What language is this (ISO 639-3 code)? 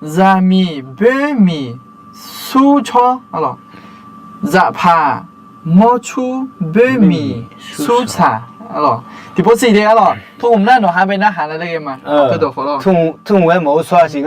ahk